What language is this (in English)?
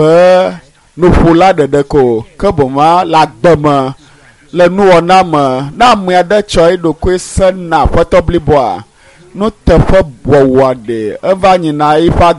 Ewe